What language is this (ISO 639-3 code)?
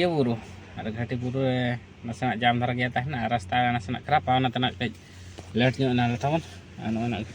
sat